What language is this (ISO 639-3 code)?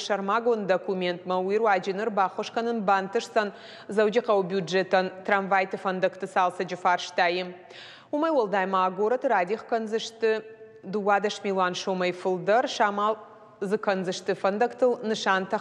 oss